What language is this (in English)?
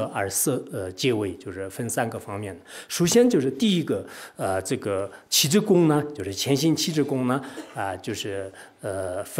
Chinese